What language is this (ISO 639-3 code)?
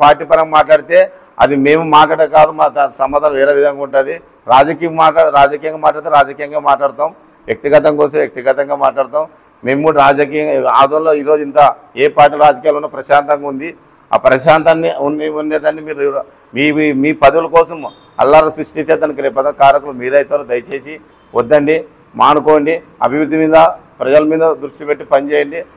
tel